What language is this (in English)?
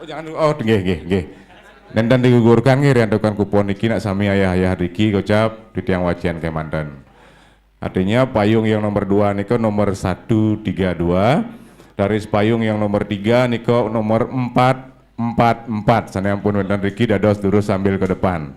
Balinese